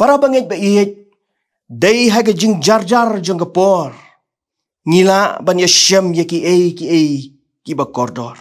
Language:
Khasi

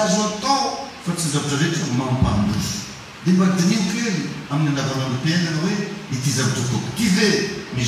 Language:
Malagasy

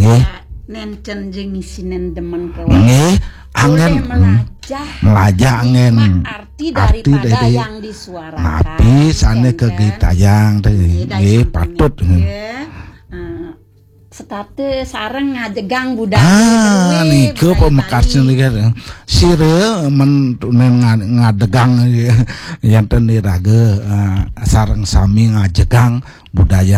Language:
Balinese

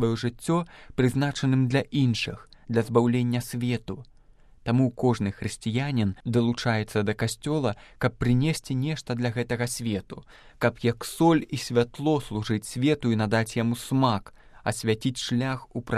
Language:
Belarusian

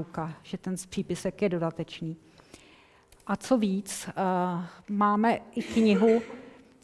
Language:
Czech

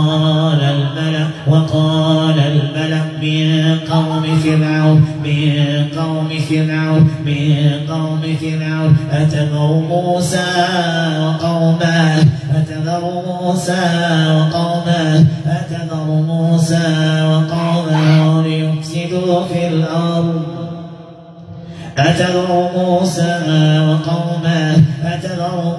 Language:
Arabic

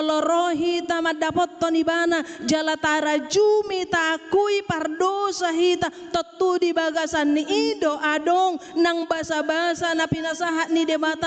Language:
Batak Toba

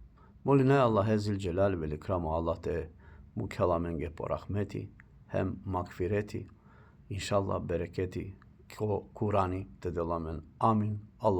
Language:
Balkan Romani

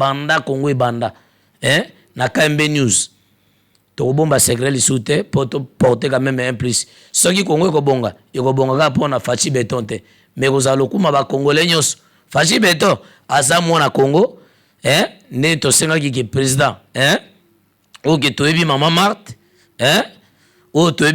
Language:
Lingala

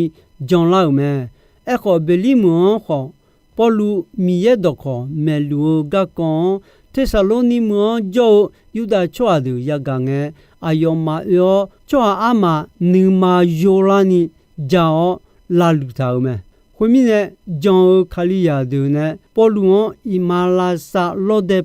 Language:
Akha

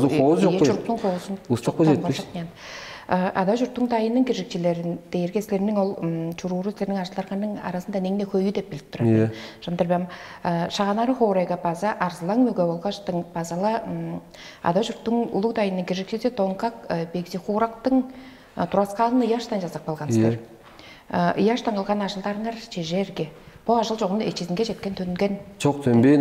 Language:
Tuvinian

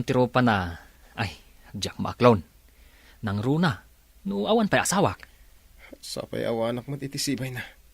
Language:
Iloko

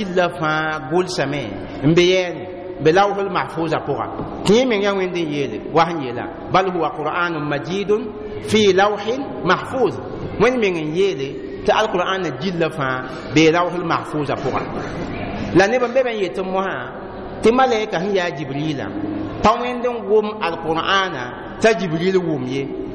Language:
Mossi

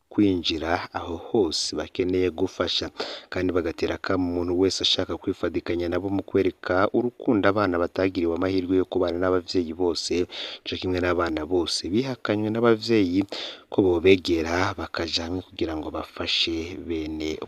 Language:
Rundi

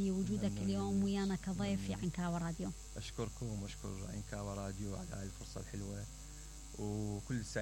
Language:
Mesopotamian Arabic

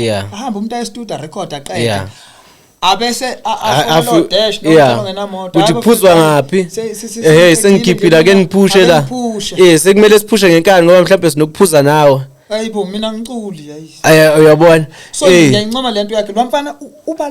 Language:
Zulu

